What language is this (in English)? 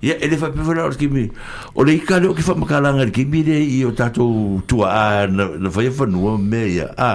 Samoan